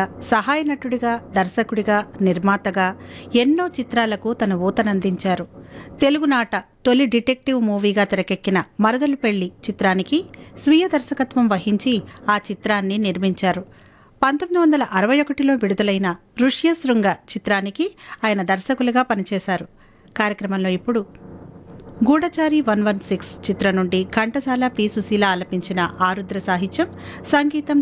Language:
Telugu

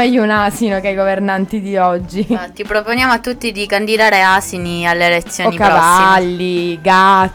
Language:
Italian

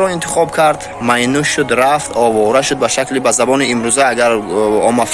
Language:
Tajik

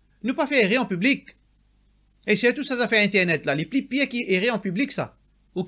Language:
Morisyen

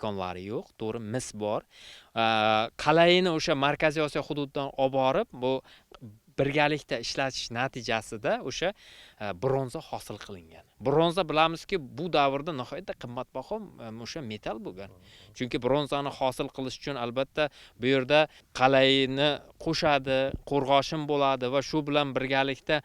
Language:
Uzbek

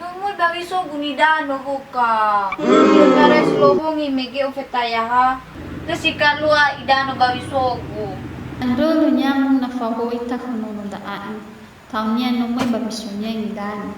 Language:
Nias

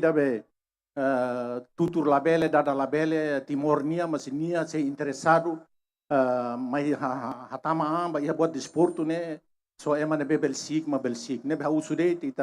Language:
Tetum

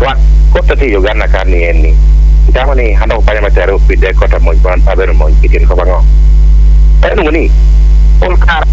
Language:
Acoli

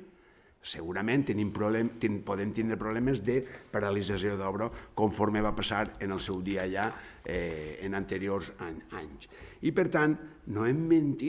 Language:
Catalan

